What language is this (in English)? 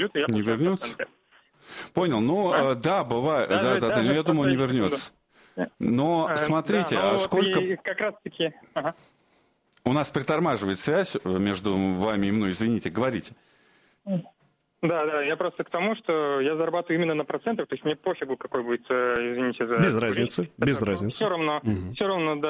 Russian